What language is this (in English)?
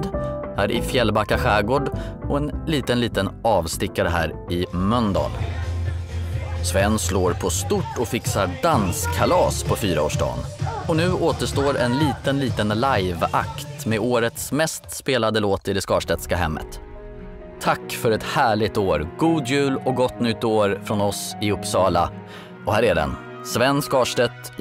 Swedish